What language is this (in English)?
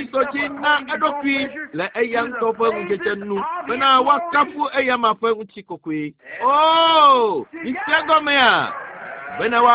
Ewe